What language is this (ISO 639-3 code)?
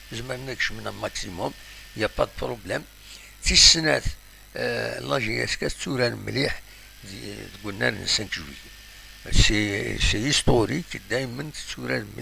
kab